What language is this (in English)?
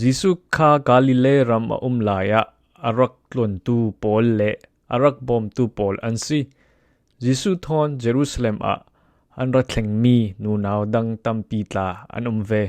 Falam Chin